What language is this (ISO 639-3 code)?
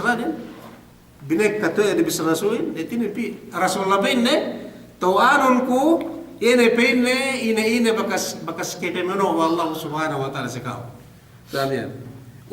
yka